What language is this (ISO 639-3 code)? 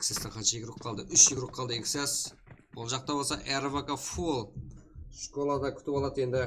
kaa